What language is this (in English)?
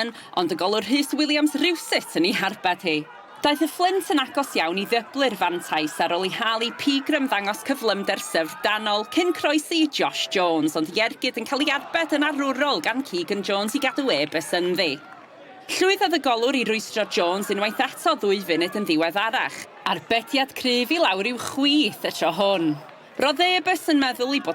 Welsh